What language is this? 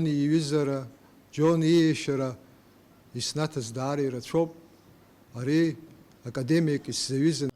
Abkhazian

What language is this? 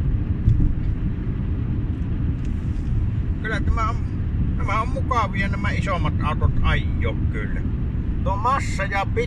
Finnish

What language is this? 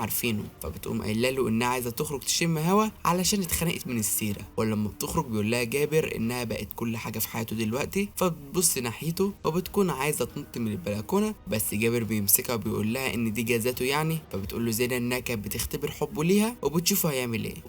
Egyptian Arabic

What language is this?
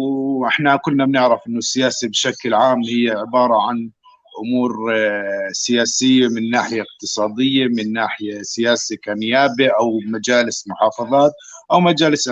North Levantine Arabic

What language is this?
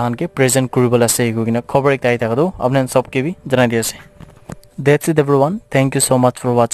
Naga Pidgin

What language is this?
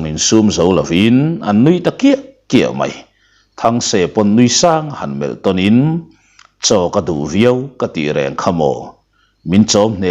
Mizo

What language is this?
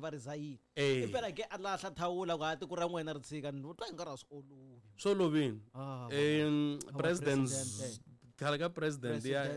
Tsonga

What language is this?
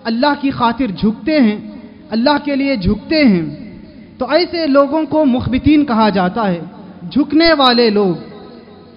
Urdu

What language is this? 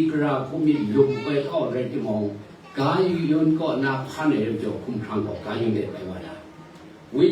Kachin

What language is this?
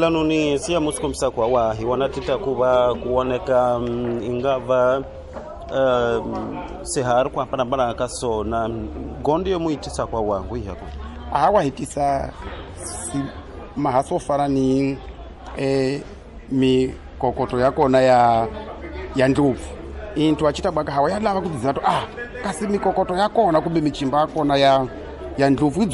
Tsonga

